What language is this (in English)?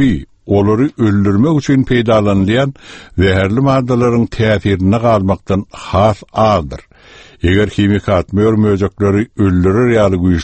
Turkmen